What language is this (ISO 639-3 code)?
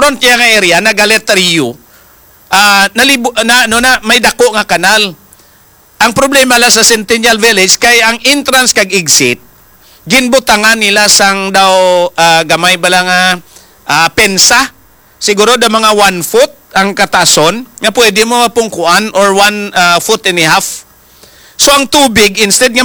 hil